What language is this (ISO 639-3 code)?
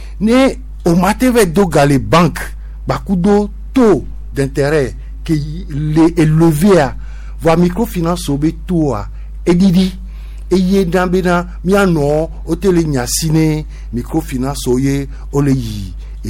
gej